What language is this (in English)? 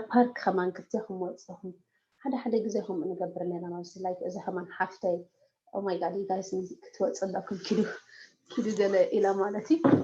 Tigrinya